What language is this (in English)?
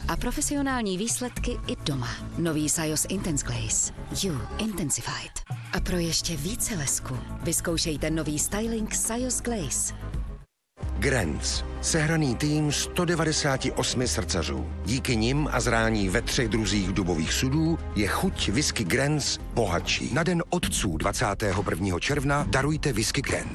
Czech